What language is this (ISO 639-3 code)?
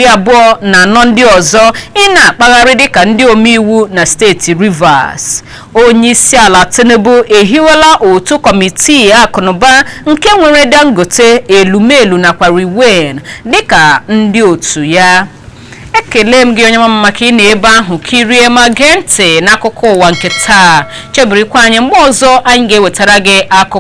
ibo